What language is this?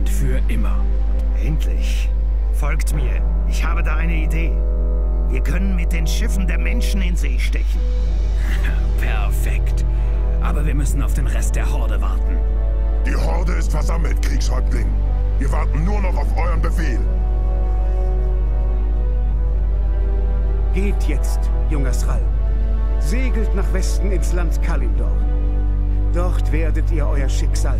German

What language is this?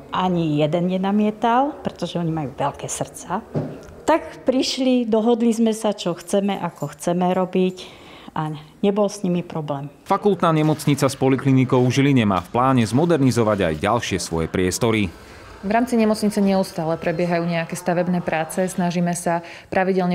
Slovak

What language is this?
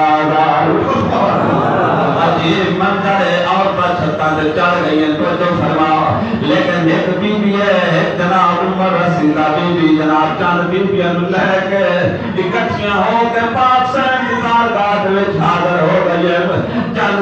Saraiki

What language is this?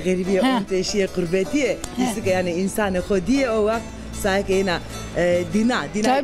Zaza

